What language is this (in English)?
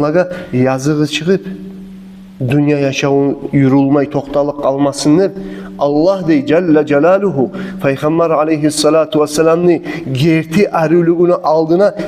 Kumyk